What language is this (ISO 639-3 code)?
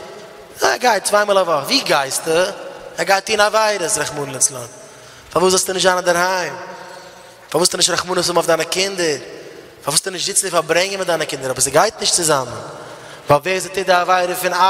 yid